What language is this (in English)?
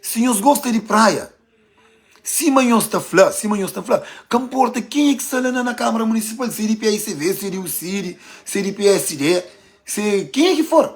Kabuverdianu